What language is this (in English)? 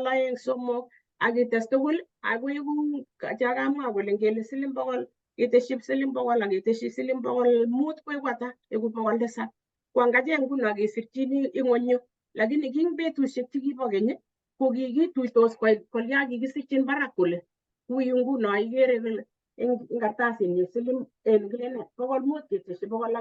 Kalenjin